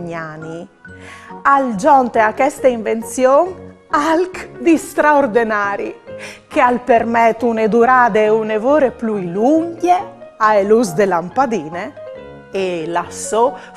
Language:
Friulian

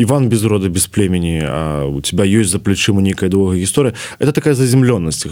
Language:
Belarusian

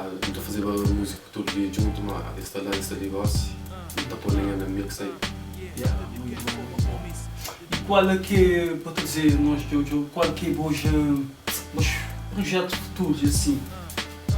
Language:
Kabuverdianu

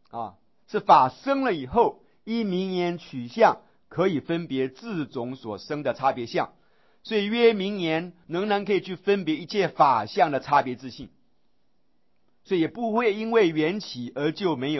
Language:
Chinese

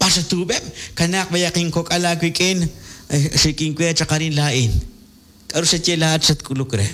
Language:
Kekchí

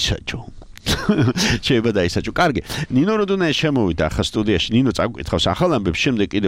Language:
Georgian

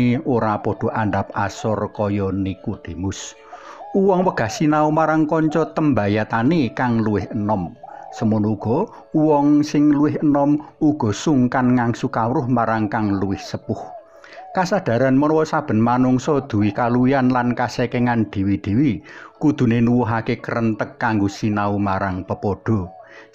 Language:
Javanese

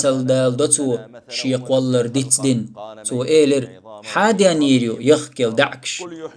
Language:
Chechen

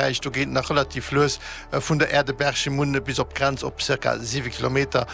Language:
Luxembourgish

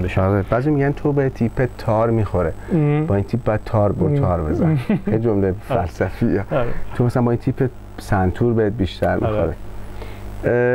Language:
Persian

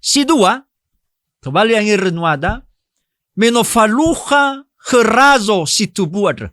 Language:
Nias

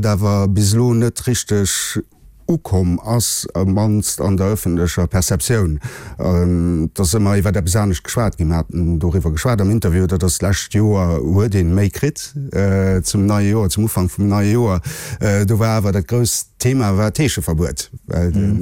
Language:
Luxembourgish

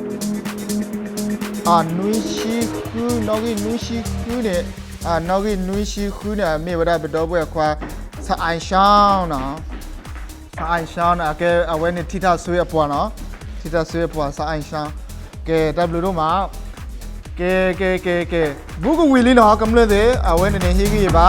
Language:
S'gaw Karen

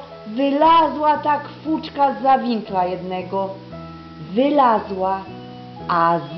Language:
Silesian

